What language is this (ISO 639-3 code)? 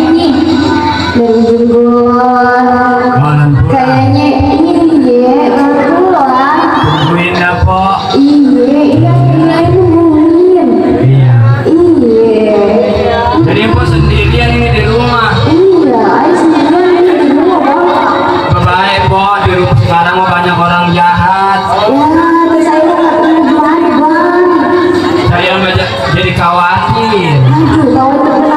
bew